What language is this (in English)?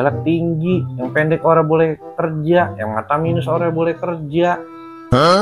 Betawi